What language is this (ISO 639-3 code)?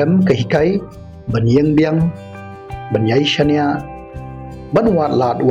kha